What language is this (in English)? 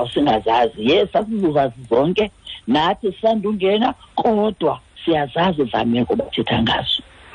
Xhosa